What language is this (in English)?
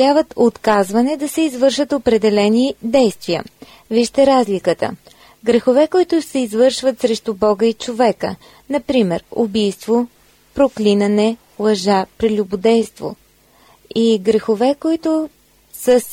Bulgarian